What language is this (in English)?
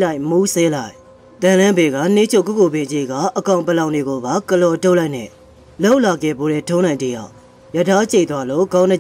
Burmese